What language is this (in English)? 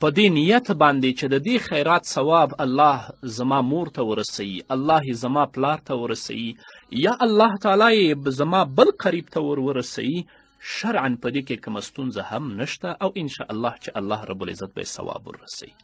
Pashto